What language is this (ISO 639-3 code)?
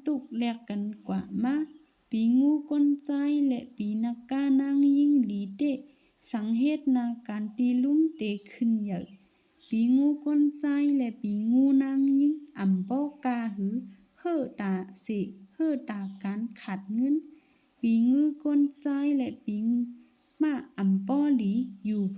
shn